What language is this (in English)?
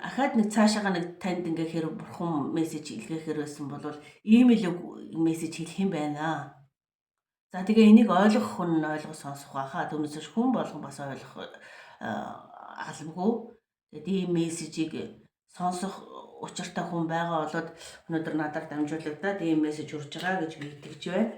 Mongolian